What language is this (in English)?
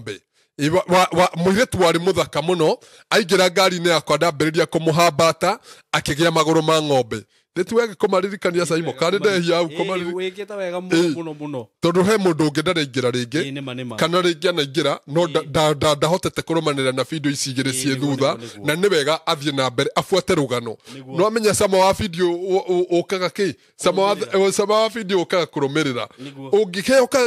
Kikuyu